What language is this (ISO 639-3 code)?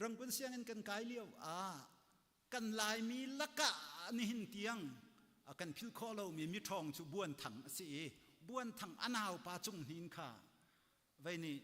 cnh